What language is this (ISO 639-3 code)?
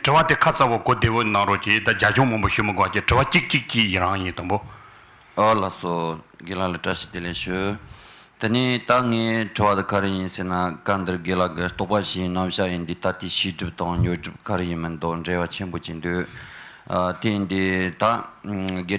bod